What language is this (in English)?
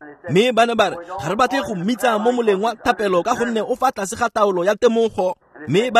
Tswana